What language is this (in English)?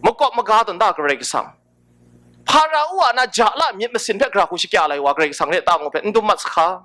Kachin